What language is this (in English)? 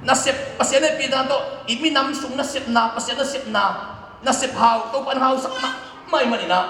Tedim Chin